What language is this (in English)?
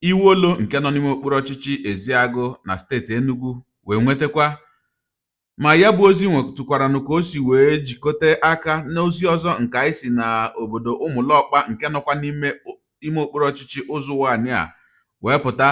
Igbo